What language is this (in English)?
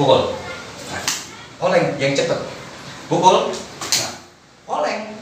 Betawi